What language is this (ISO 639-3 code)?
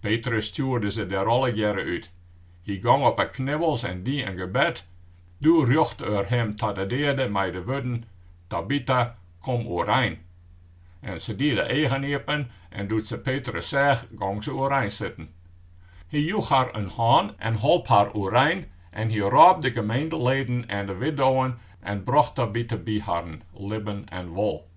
fry